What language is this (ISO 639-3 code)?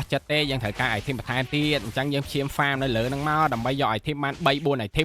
khm